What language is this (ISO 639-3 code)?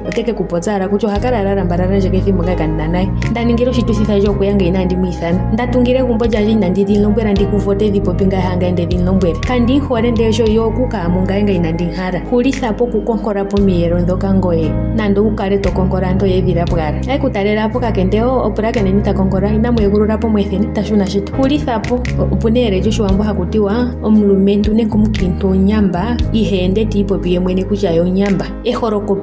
ndo